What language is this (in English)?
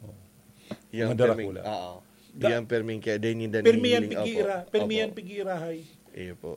Bikol